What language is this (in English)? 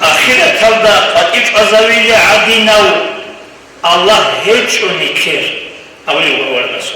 Avaric